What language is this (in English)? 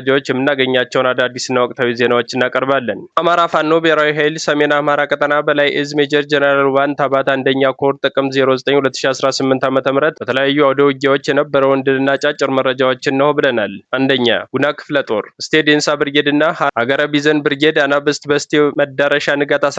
Amharic